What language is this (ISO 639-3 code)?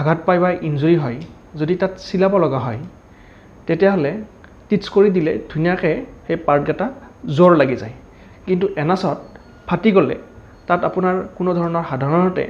asm